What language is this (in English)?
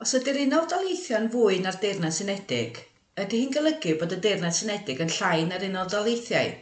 Welsh